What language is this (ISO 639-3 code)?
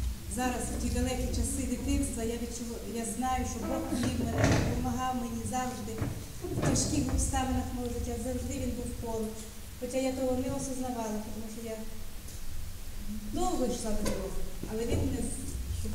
ukr